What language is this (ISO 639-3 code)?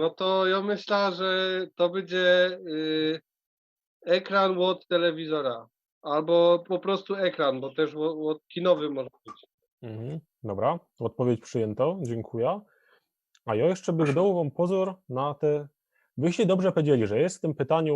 szl